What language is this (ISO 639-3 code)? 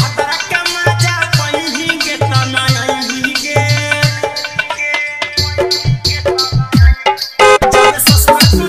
mag